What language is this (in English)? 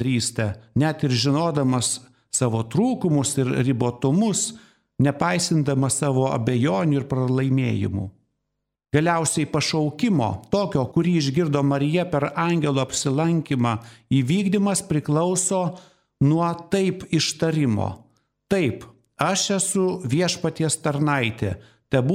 Lithuanian